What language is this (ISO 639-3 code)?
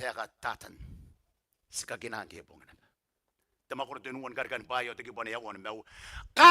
gil